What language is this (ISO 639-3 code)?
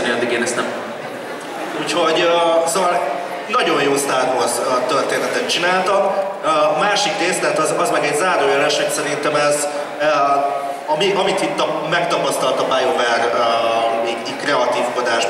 hun